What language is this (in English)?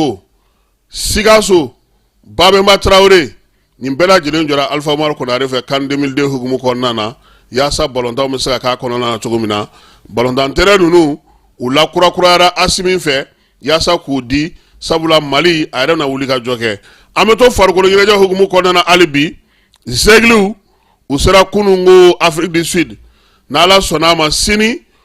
Bambara